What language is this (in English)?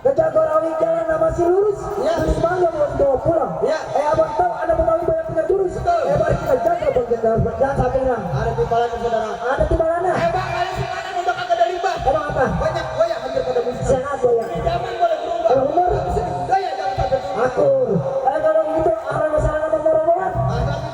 Betawi